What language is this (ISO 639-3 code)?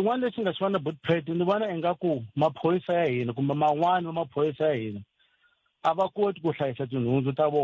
tso